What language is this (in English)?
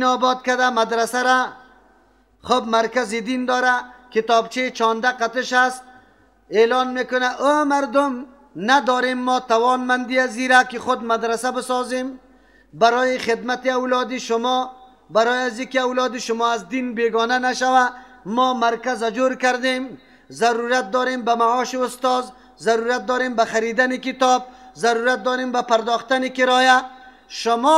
Persian